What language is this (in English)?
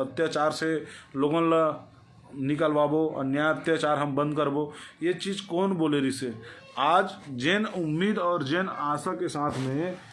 Chhattisgarhi